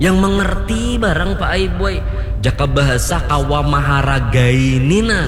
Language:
Banjar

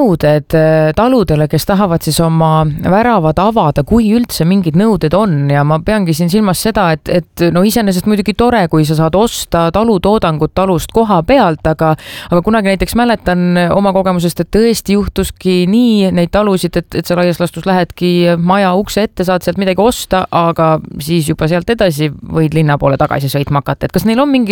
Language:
Estonian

